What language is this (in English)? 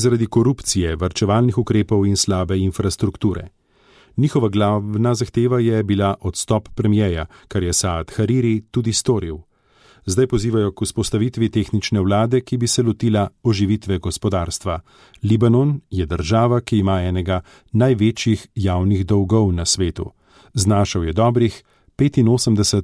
Slovenian